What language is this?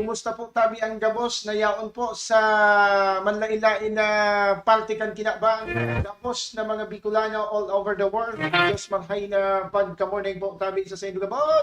Bikol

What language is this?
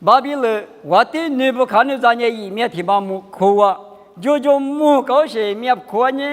Lisu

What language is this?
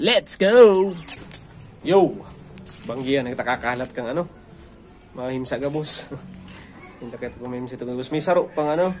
Bikol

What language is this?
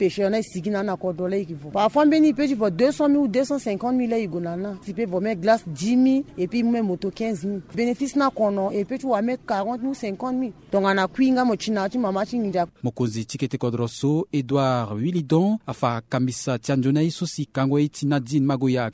Sango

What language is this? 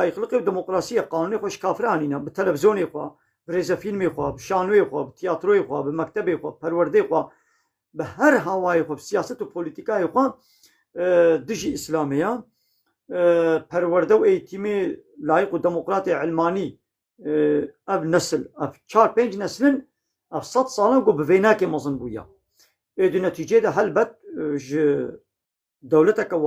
Kurdish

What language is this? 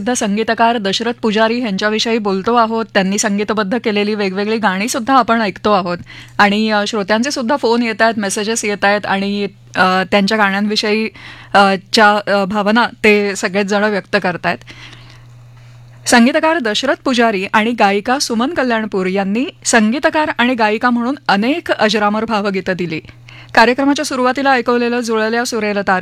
Marathi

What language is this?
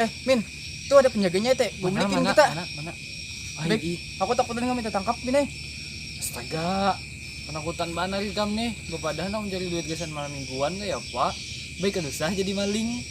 Banjar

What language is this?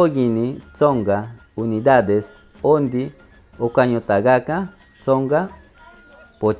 Machiguenga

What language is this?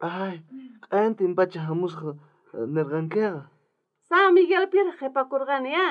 South Bolivian Quechua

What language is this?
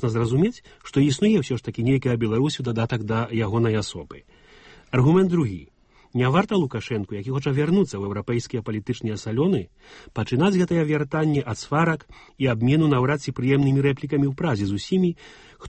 Belarusian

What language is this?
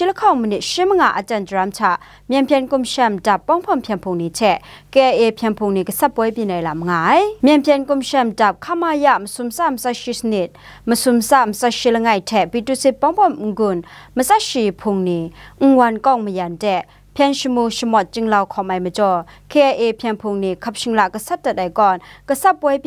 Kachin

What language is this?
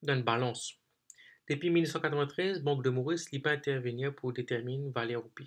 Morisyen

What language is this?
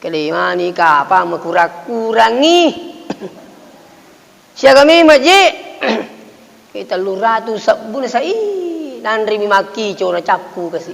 Buginese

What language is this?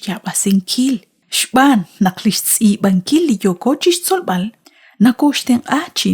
Kekchí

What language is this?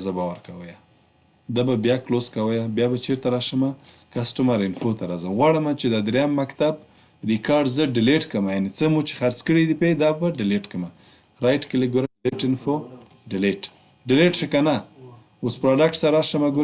Pashto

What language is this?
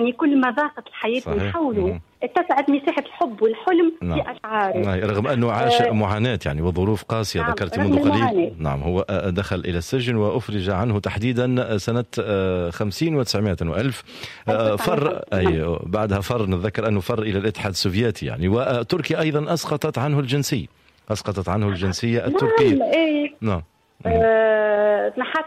Tunisian Arabic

